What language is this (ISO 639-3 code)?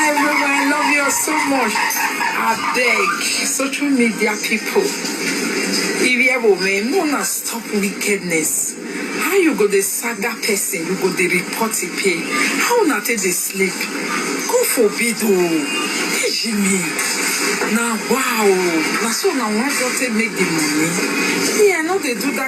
pcm